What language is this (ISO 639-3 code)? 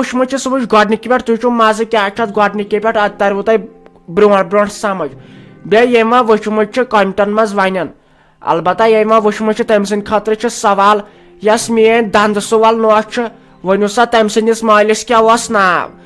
kas